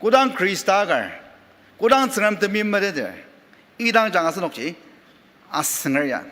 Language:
Ao Naga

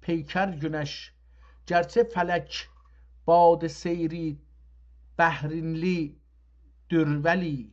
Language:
South Azerbaijani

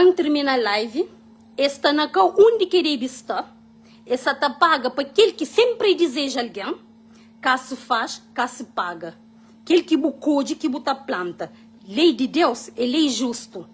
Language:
Kabuverdianu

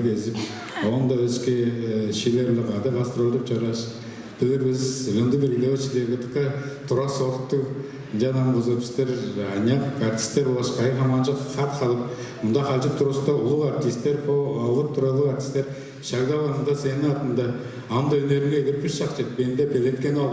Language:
Tuvinian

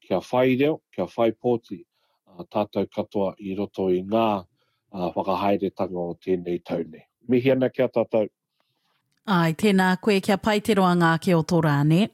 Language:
Māori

